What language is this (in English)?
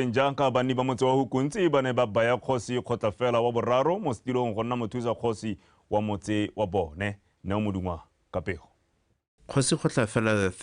Tswana